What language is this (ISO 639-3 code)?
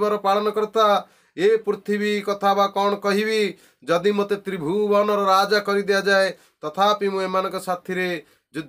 ori